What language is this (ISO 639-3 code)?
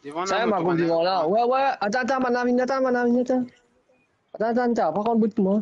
mfe